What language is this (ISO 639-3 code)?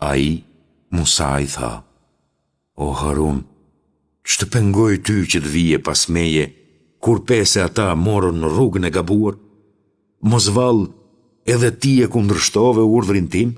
sqi